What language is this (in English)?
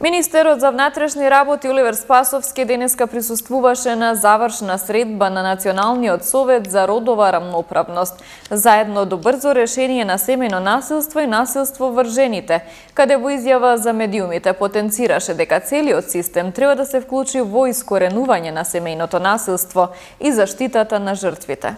Macedonian